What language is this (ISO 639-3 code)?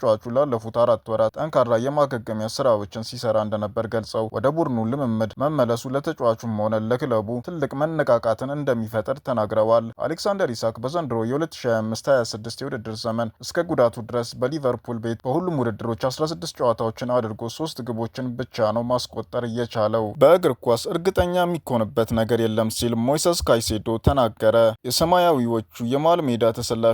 amh